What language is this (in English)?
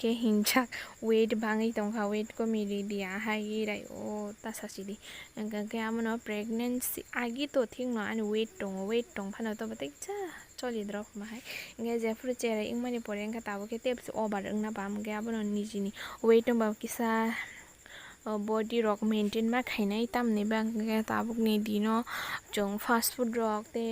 Kok Borok